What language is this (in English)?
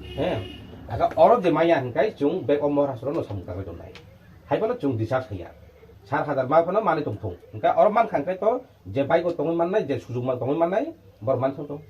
Riang (India)